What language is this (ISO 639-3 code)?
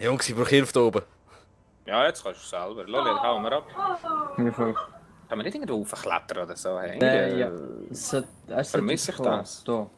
gsw